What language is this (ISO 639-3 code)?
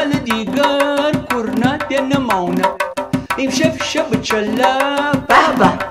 glk